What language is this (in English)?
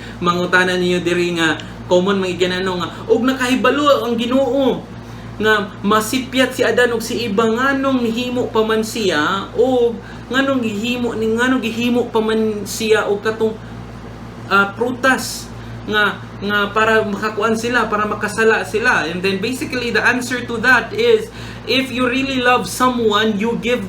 Cebuano